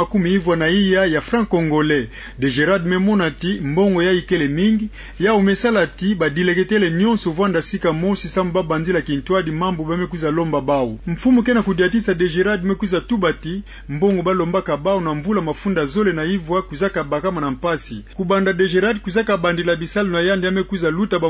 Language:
Kituba (Democratic Republic of Congo)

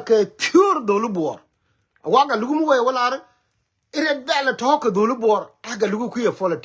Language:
Nuer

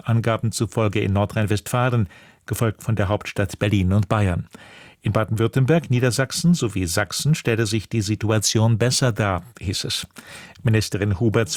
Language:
German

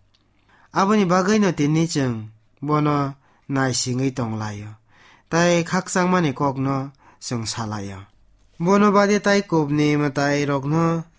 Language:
Kok Borok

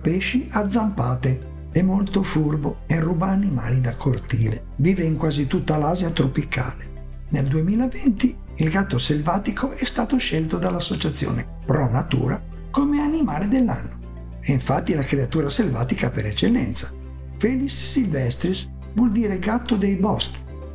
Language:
Italian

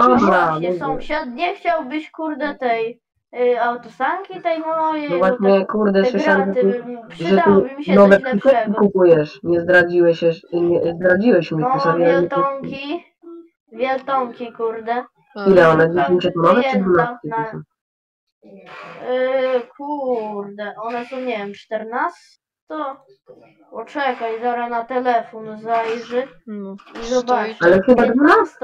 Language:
Polish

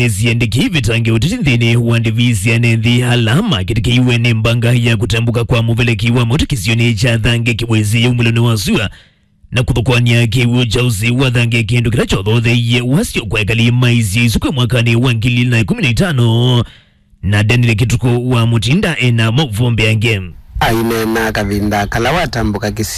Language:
Kamba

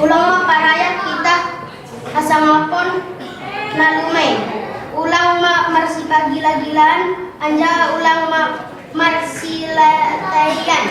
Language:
Batak Simalungun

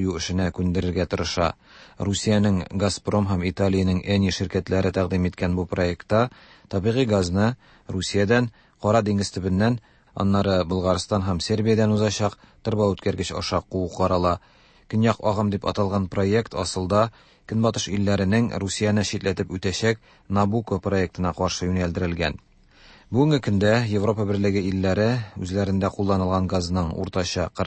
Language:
Tatar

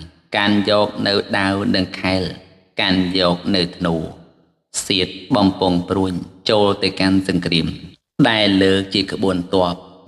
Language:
Khmer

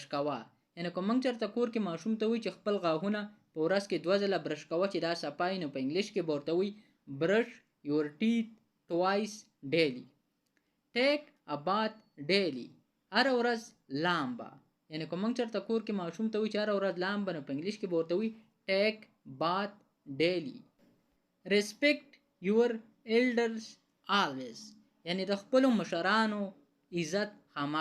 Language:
Pashto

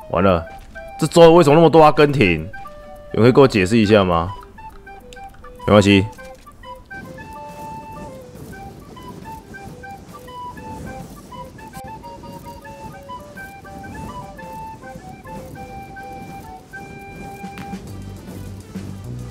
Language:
Chinese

